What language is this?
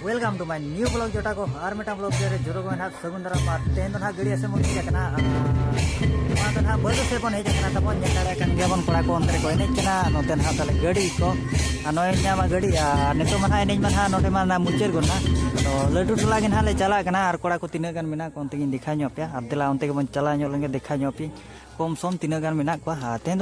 Santali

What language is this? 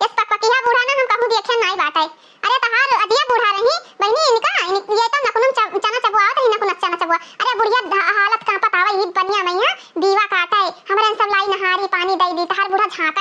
Awadhi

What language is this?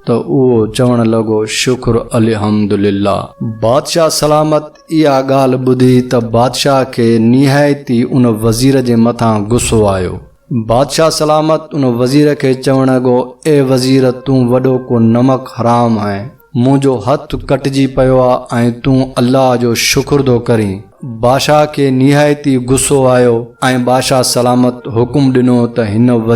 Sindhi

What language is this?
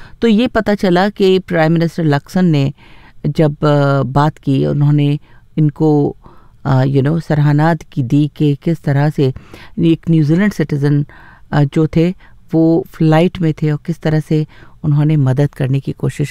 Hindi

